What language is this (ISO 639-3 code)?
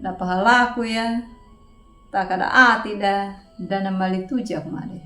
akg